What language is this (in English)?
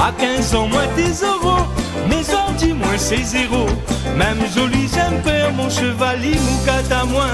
Réunion Creole French